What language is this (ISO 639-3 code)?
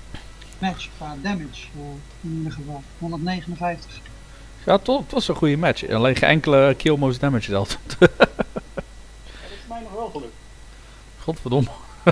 nld